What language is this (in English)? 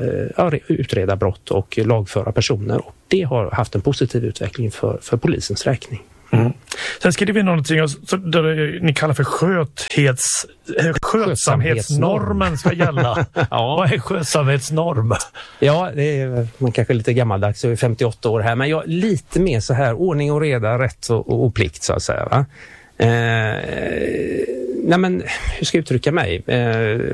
Swedish